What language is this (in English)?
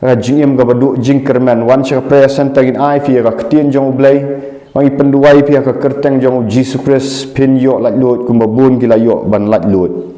Khasi